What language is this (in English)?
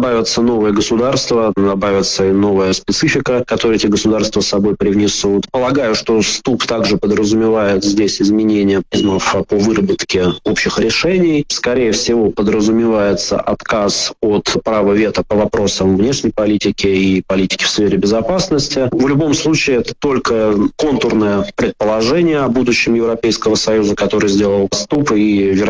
Russian